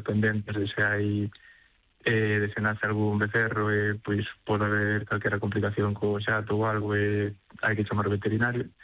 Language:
Galician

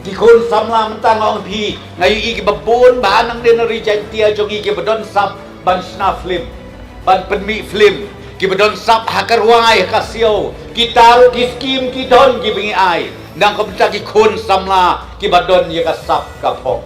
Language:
Khasi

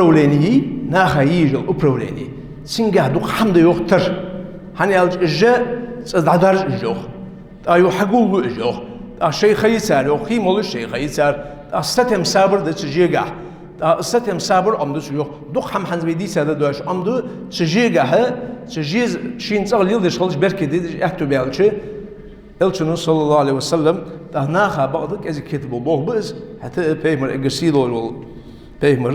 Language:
Ingush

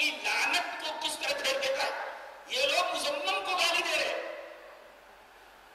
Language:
Urdu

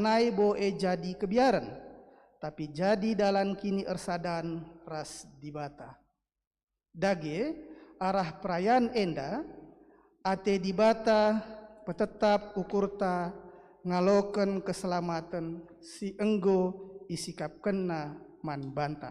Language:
Batak Karo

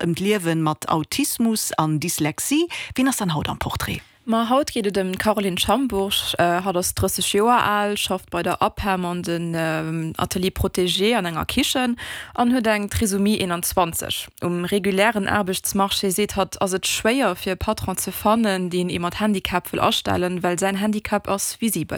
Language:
Luxembourgish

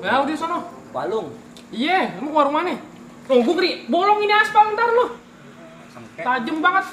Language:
Betawi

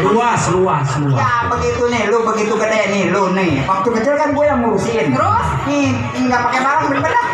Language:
Betawi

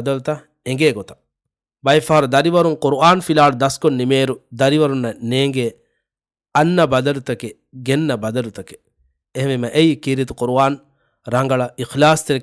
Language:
Divehi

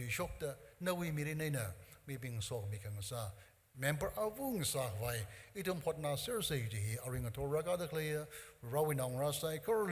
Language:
Tangkhul Naga (India)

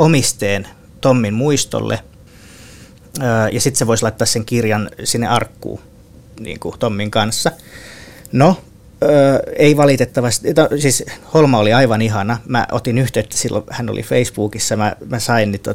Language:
Finnish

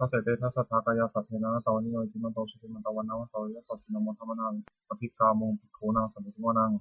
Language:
Pali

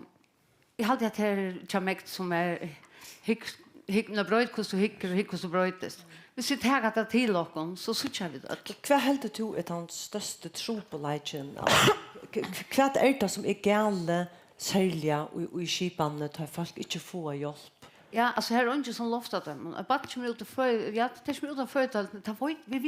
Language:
Faroese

